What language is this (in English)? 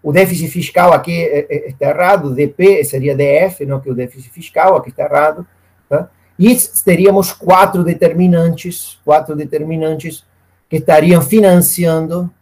Portuguese